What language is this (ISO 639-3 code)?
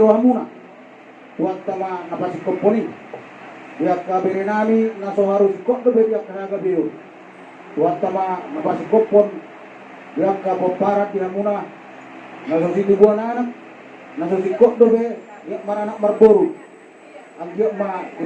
bbc